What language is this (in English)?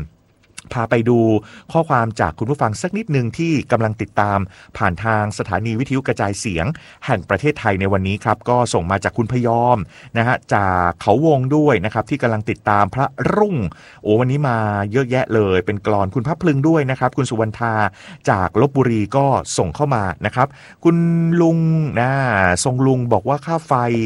Thai